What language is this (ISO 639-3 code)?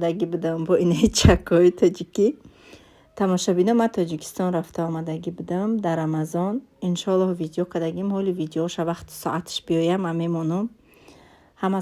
tgk